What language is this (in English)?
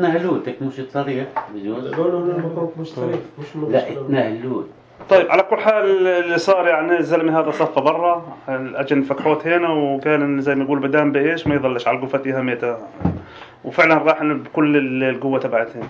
North Levantine Arabic